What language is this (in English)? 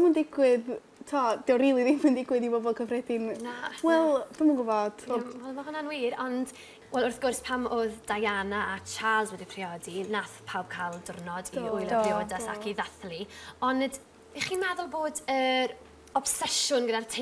Welsh